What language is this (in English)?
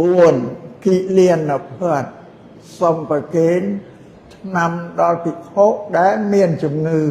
Khmer